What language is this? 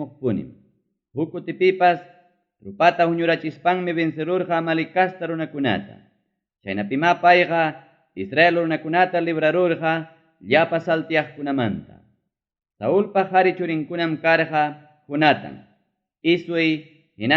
Ayacucho Quechua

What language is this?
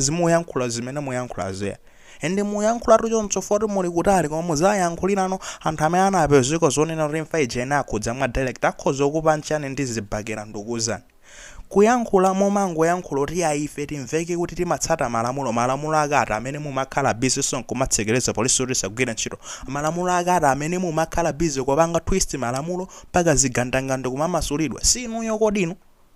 Nyanja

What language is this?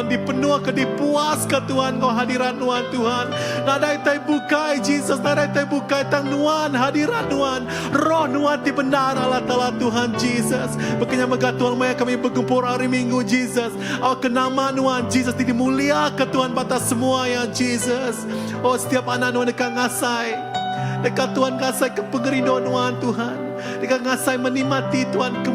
Iban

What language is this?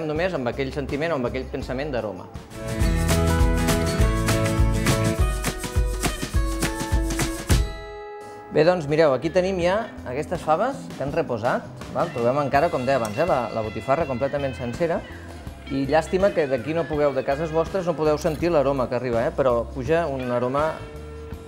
Catalan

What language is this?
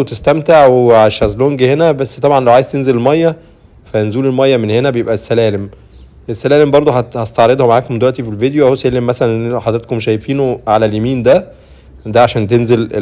Egyptian Arabic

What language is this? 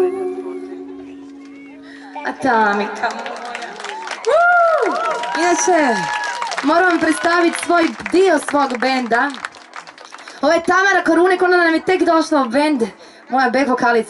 Croatian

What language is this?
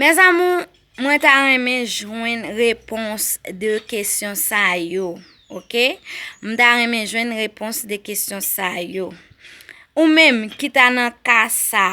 Haitian Creole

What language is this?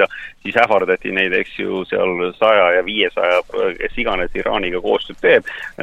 Estonian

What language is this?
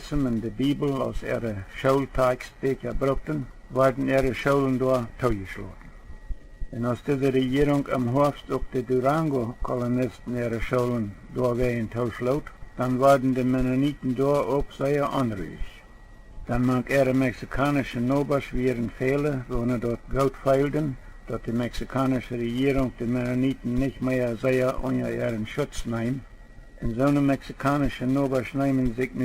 Plautdietsch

